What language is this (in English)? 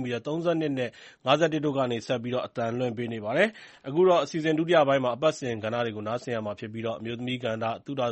Burmese